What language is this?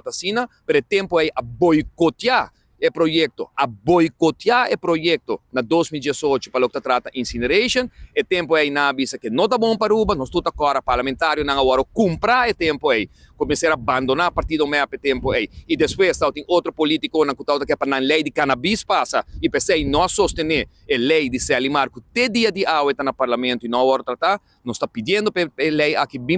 Papiamento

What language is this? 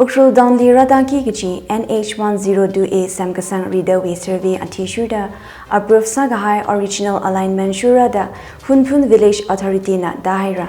Tangkhul Naga (India)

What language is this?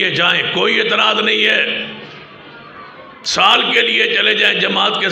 Urdu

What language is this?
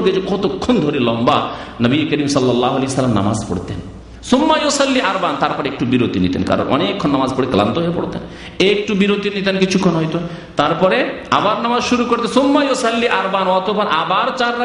Bangla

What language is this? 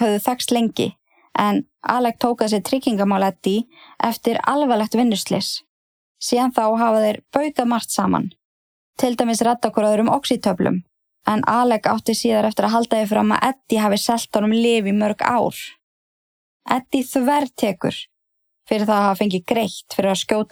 Icelandic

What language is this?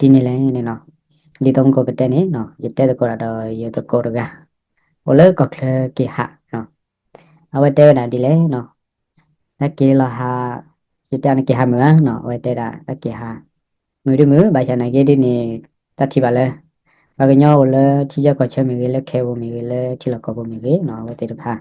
S'gaw Karen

